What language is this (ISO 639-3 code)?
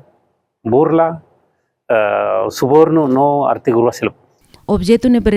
tet